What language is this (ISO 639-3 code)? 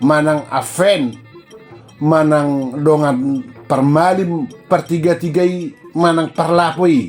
bbc